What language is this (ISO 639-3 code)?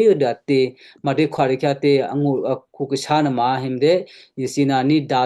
kyu